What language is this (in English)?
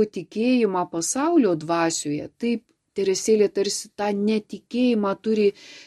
Lithuanian